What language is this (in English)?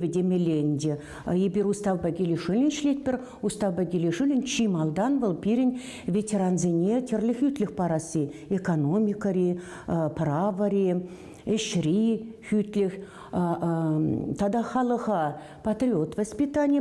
Chuvash